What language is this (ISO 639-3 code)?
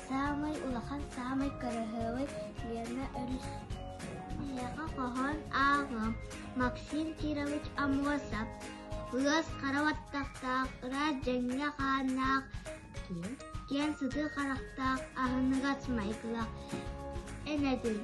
sah